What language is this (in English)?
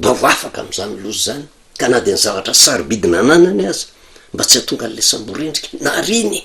Malagasy